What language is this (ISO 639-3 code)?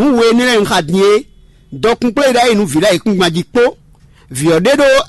fon